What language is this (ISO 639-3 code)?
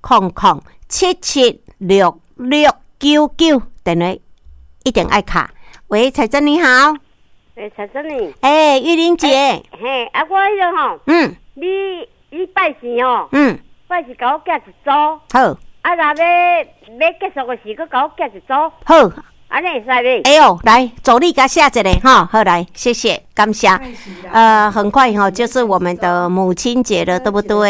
nan